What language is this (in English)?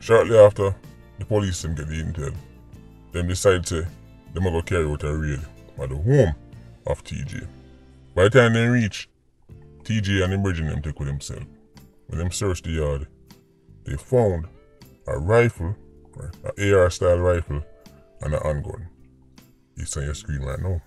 Jamaican Creole English